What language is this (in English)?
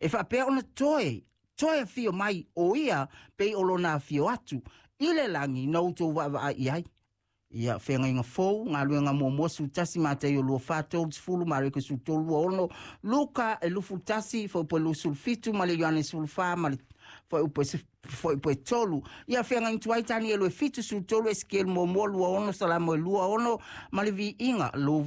Samoan